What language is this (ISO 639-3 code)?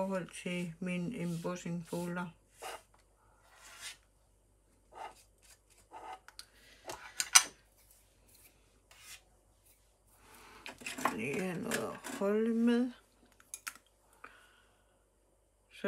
dan